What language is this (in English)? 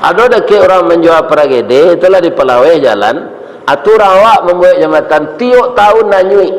Minangkabau